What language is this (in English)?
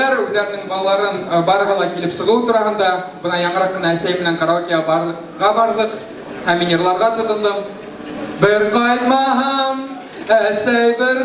Bashkir